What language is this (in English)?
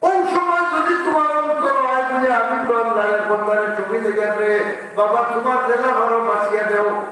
Sylheti